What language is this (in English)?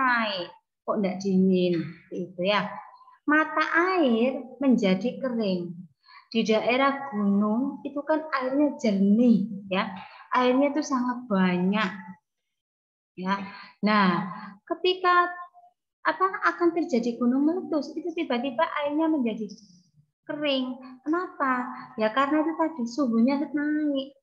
Indonesian